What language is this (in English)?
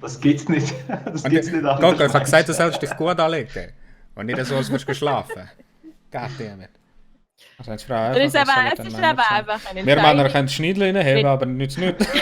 Swiss German